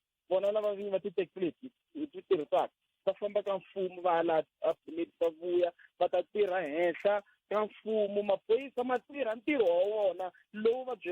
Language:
Tsonga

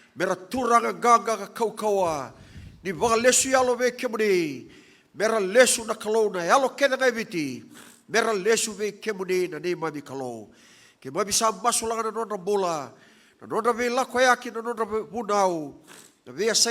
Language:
Fijian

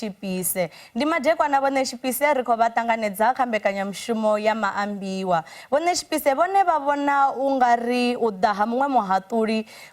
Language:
Venda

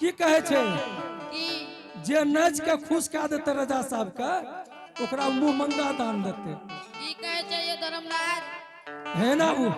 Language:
Angika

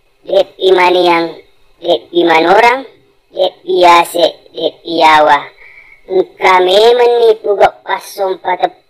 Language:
Buginese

